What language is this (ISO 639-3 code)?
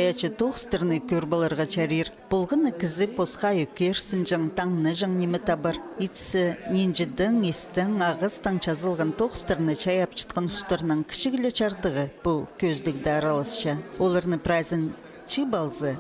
kjh